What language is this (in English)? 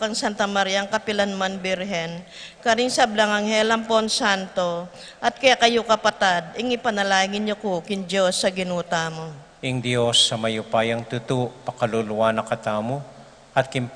Pampanga